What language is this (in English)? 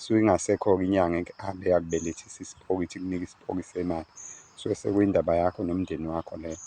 Zulu